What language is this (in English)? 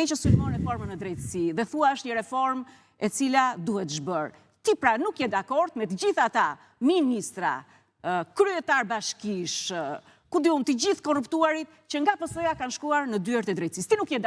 Albanian